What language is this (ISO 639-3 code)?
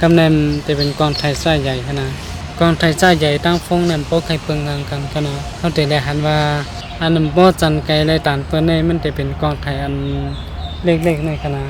shn